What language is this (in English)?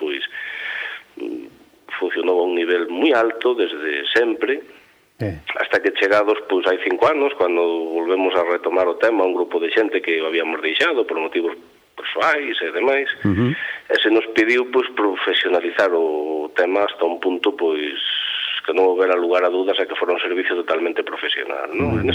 Galician